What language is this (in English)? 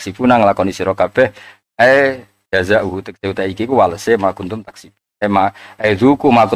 Javanese